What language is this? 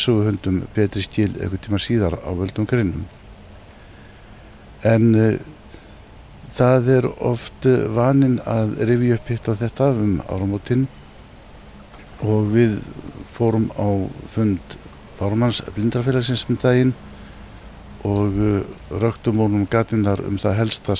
Icelandic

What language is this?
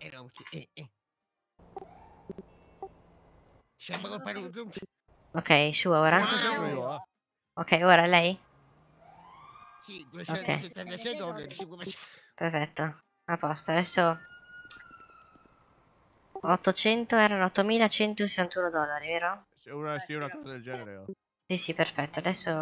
Italian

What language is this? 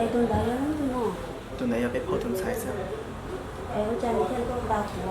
Hmong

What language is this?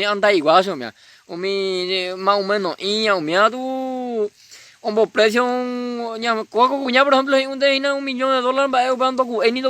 Guarani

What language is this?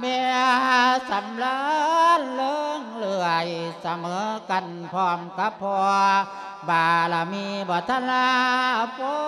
Lao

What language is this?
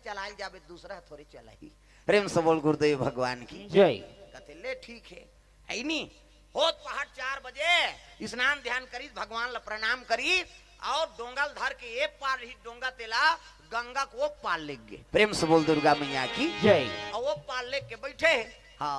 Chhattisgarhi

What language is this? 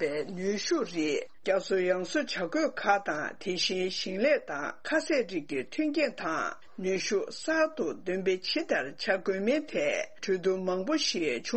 Tibetan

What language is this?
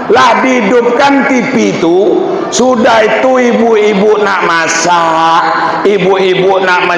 Minangkabau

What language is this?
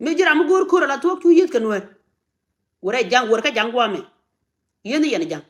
Nuer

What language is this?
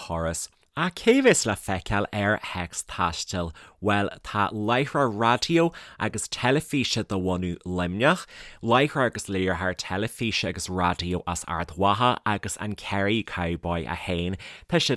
Irish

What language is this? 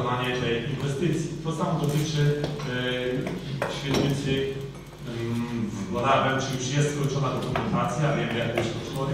Polish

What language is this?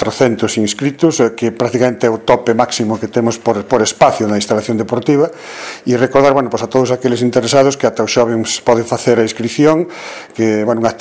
Galician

